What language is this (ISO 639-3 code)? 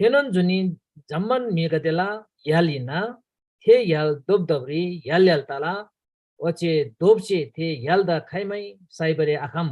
taj